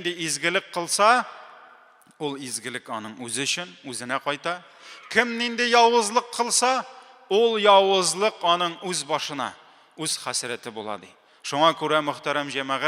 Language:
Tatar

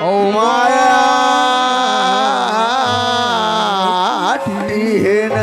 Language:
Chhattisgarhi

